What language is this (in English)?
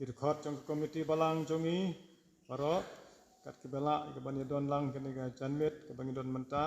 Khasi